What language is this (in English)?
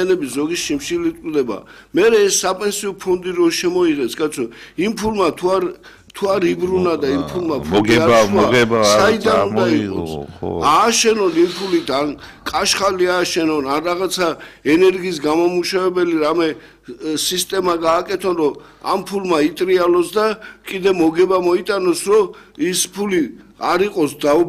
Georgian